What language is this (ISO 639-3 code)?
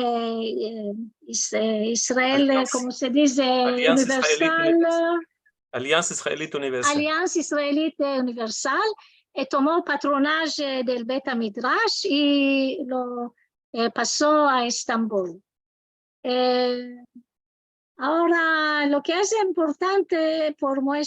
lad